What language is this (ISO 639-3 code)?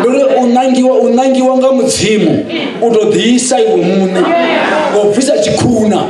ven